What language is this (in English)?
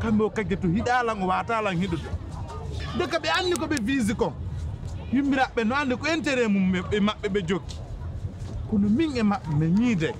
Pular